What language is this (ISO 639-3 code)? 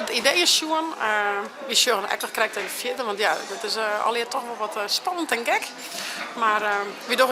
fry